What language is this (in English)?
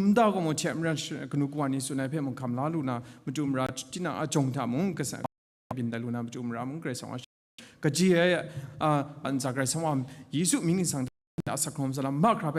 Kachin